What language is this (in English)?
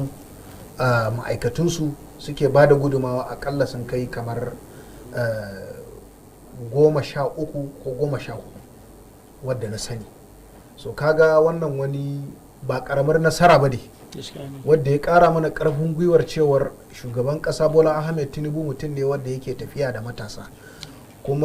Hausa